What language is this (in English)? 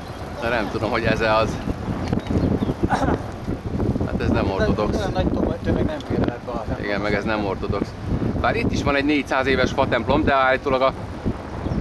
Hungarian